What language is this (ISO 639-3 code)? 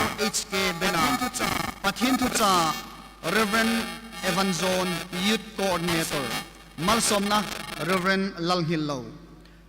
hmr